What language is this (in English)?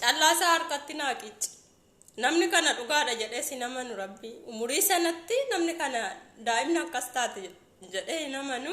Oromo